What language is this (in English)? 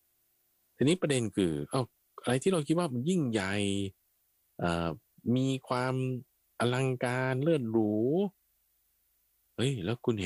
Thai